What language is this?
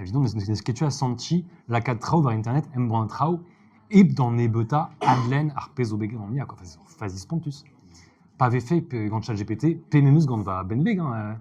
Breton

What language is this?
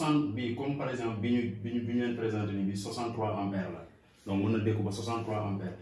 Wolof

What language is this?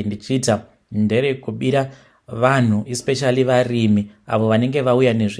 Shona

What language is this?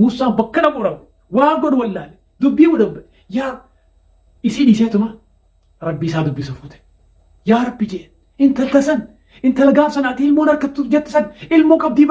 Oromo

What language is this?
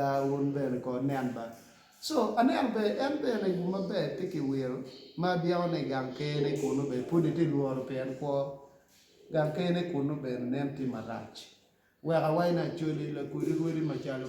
Acoli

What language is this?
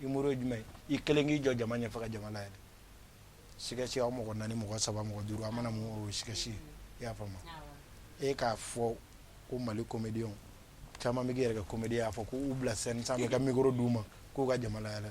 Bambara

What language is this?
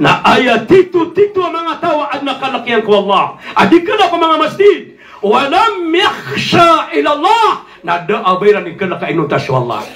Maranao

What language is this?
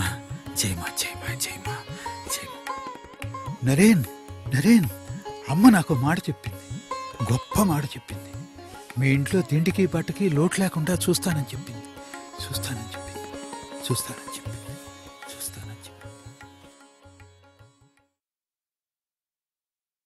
Telugu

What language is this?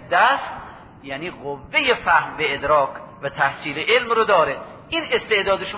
Persian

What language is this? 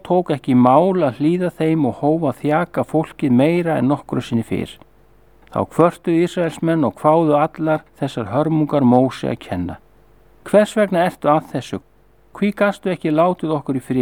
Icelandic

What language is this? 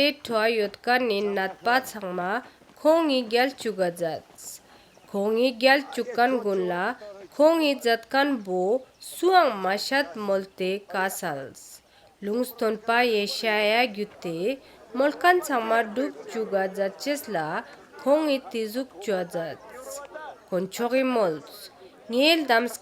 Ladakhi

